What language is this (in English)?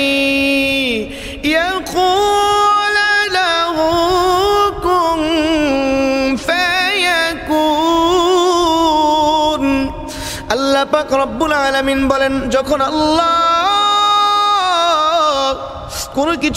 Bangla